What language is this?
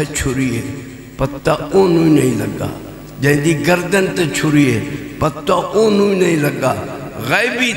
Saraiki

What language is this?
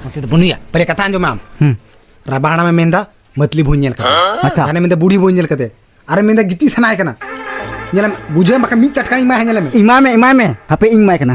Santali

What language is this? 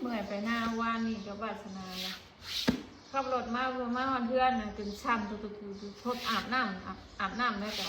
Northeastern Thai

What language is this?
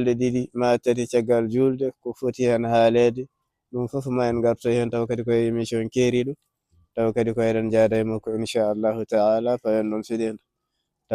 Fula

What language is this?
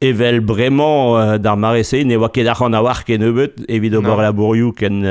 Breton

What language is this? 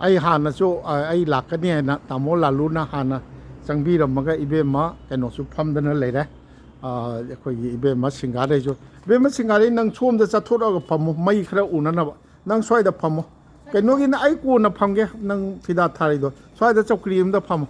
Manipuri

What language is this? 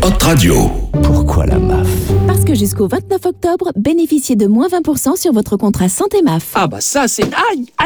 French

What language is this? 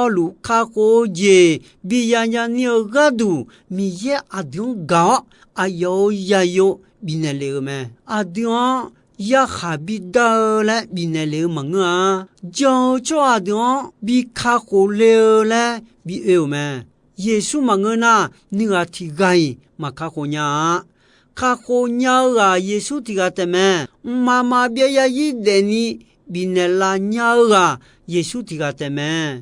Akha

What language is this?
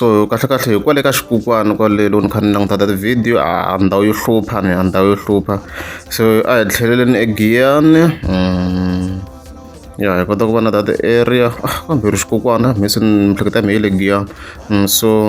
Tsonga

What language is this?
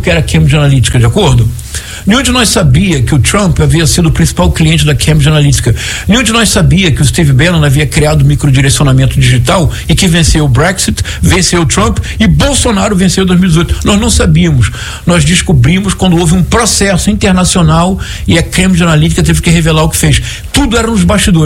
Portuguese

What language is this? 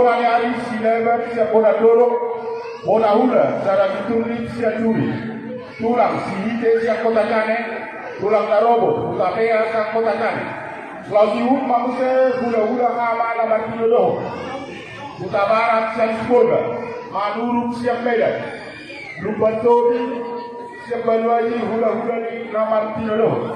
Batak Toba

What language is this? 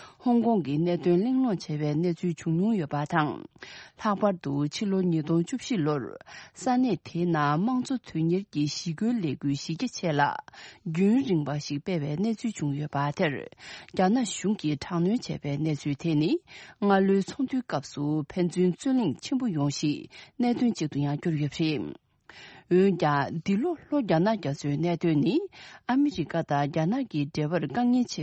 Tibetan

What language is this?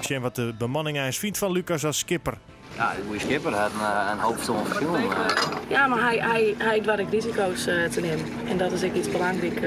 Western Frisian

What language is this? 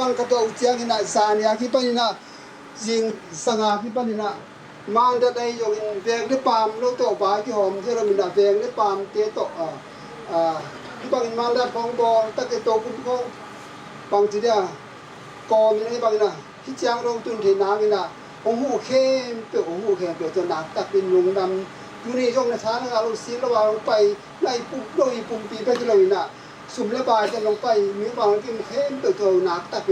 Tedim Chin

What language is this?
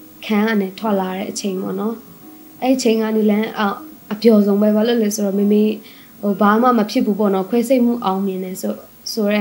Burmese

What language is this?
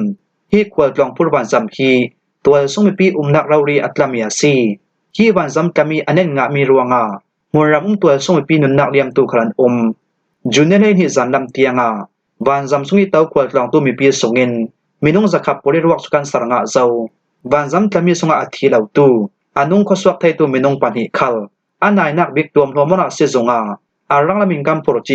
Falam Chin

